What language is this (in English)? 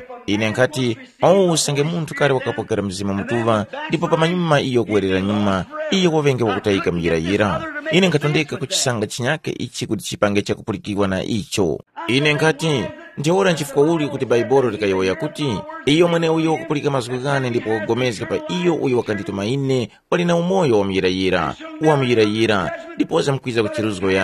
Tumbuka